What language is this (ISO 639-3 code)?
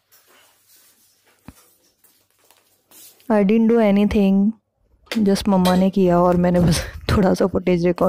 hin